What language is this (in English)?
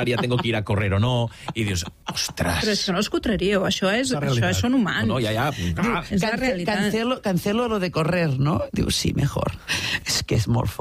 Catalan